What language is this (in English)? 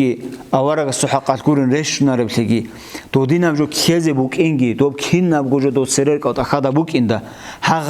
Avaric